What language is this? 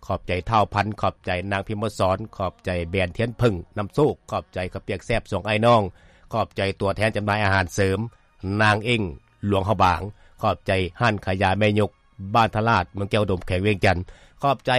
Lao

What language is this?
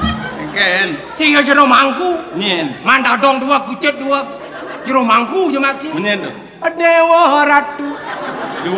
Balinese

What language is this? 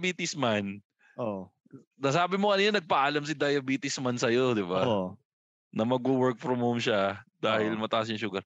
Filipino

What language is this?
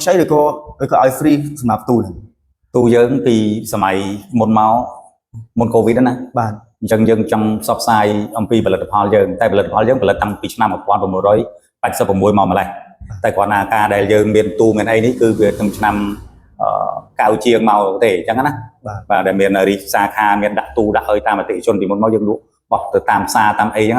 Khmer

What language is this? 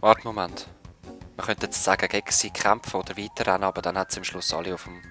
Swiss German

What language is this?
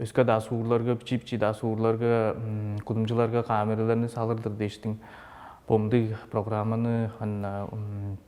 Tuvinian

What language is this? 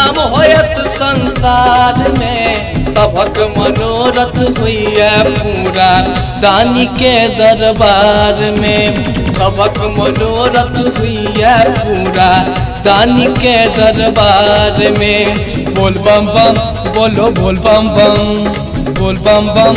Maithili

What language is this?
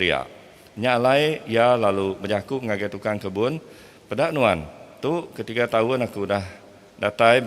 Iban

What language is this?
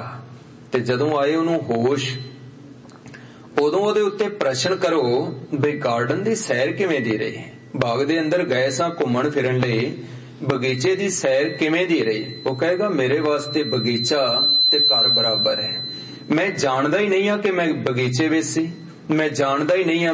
Punjabi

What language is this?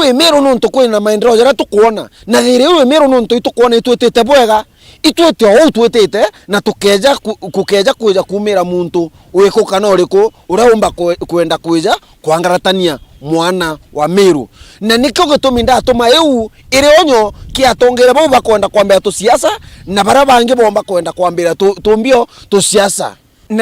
Meru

